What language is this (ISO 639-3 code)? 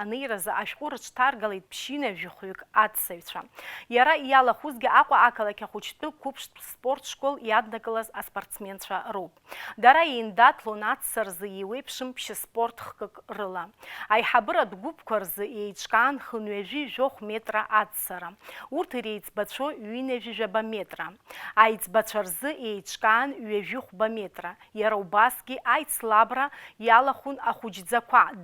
abk